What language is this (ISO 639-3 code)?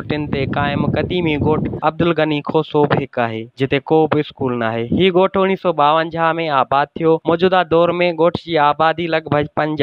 snd